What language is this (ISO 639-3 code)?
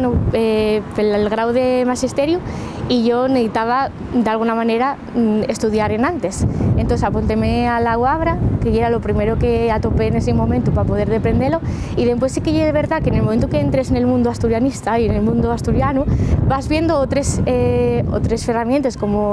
ast